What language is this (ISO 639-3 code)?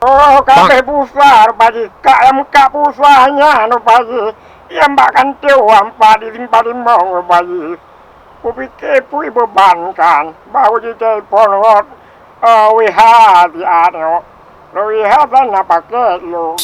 ace